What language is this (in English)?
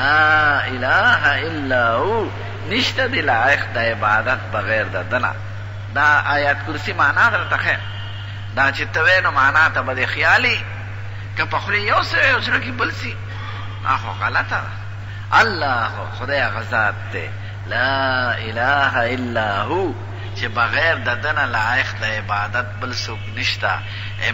Pashto